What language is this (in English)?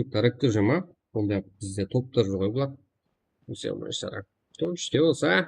Kara-Kalpak